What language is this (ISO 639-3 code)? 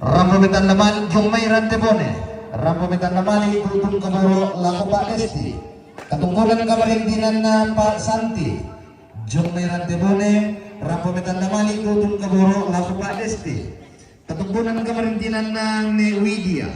sda